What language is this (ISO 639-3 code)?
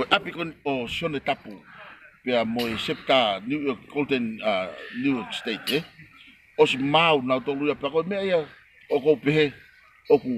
ton